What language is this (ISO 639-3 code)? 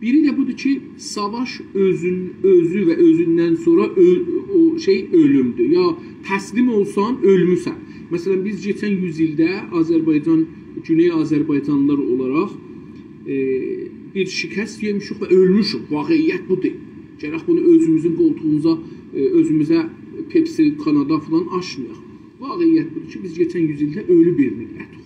azb